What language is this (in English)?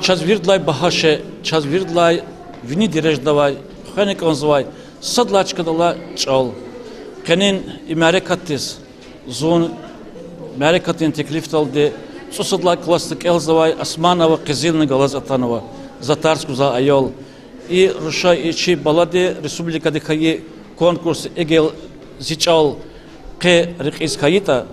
Lezghian